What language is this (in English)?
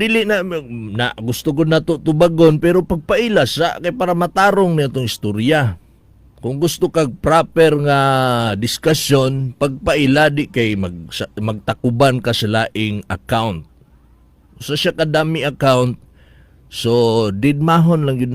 Cebuano